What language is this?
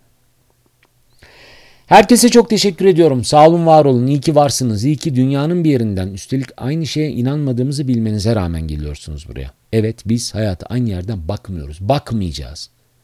Turkish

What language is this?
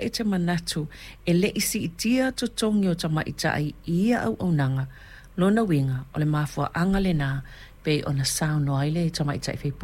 Samoan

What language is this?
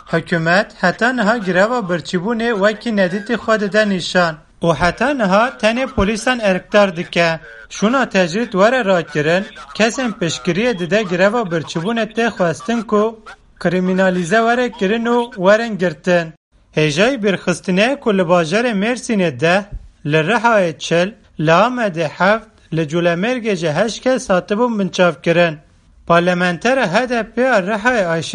Kurdish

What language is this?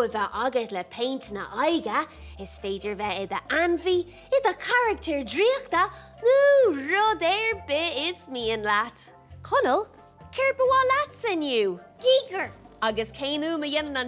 Irish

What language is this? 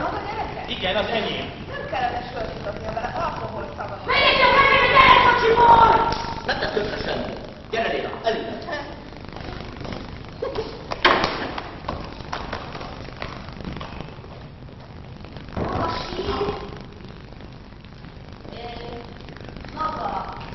Hungarian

